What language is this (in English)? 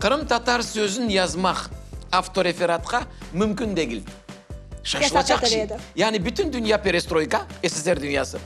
Crimean Tatar